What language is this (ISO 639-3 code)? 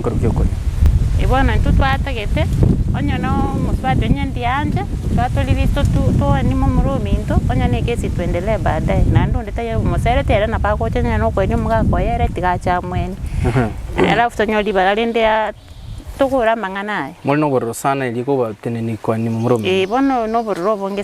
guz